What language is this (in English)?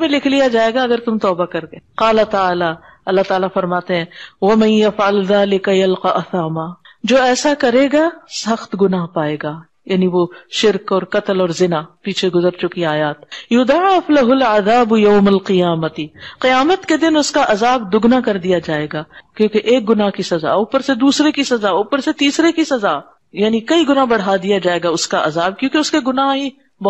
Urdu